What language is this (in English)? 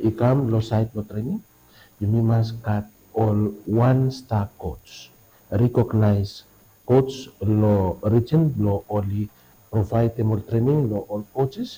Bislama